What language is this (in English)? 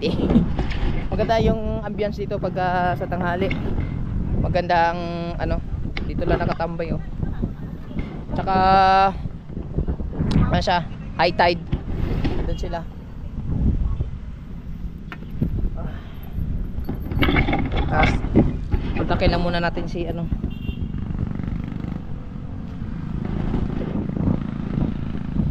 Filipino